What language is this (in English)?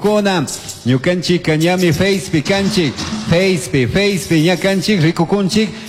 Chimborazo Highland Quichua